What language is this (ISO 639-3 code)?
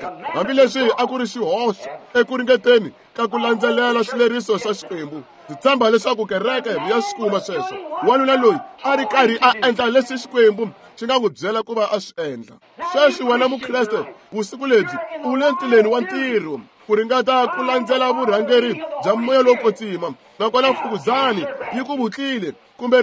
tso